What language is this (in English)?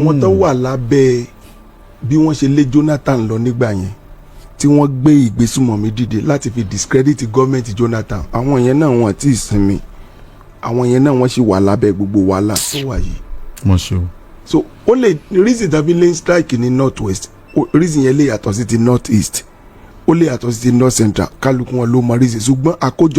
Yoruba